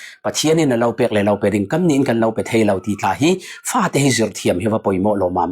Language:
Falam Chin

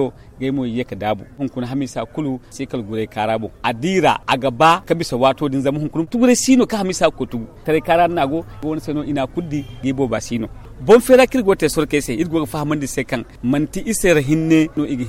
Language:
Zarma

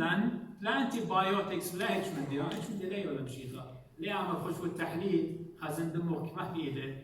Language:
Assyrian Neo-Aramaic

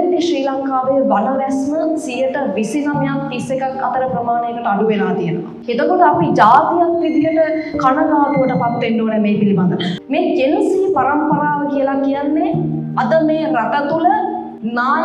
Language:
Sinhala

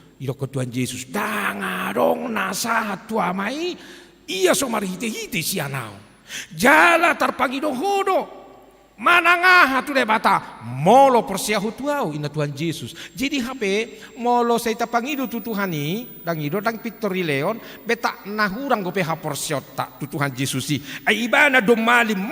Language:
Batak Toba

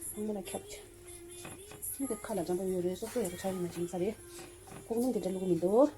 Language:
Tibetan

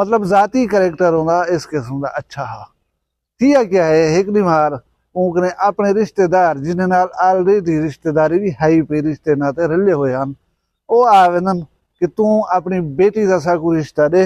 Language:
Saraiki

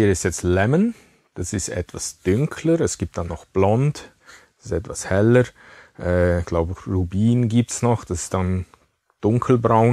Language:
Swiss German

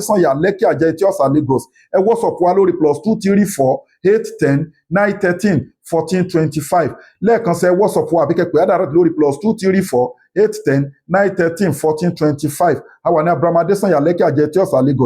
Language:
Yoruba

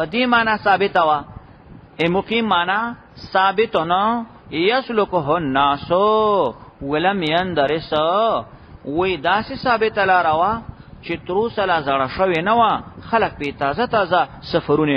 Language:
Pashto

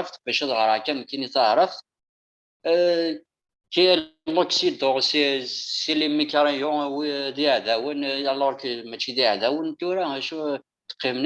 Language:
Kabyle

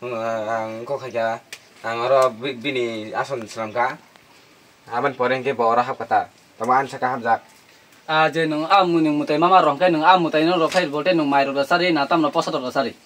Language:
Kok Borok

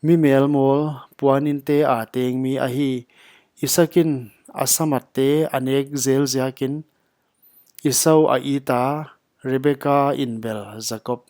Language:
Paite Chin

